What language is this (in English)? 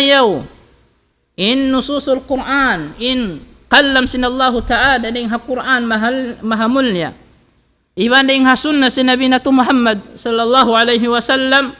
Tausug